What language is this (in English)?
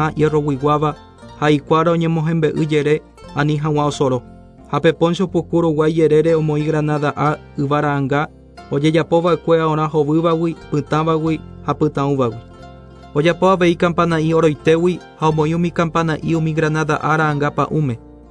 Guarani